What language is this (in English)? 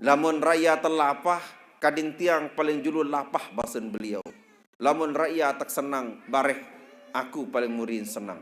Sasak